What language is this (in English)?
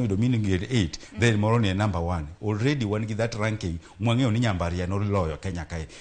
Luo (Kenya and Tanzania)